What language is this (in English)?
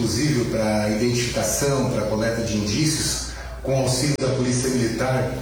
Portuguese